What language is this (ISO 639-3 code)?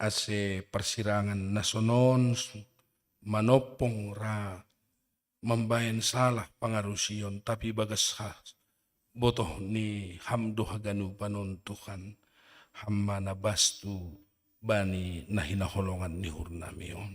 bts